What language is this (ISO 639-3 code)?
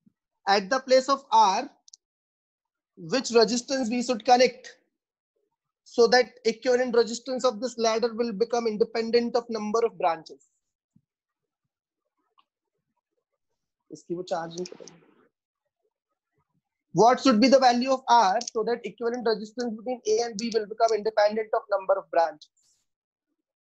eng